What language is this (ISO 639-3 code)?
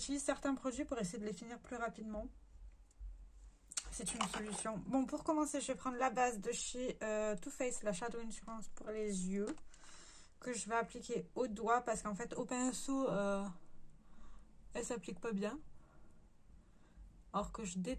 fra